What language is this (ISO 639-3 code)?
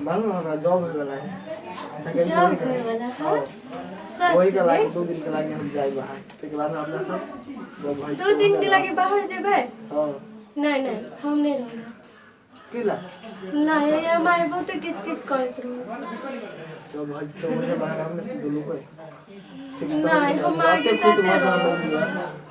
mai